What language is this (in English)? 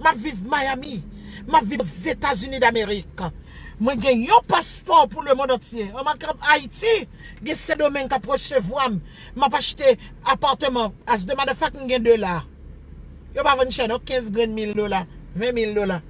Haitian Creole